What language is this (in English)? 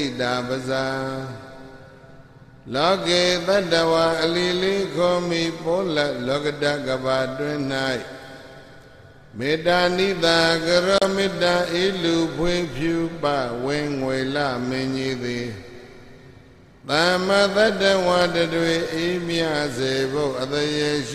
Burmese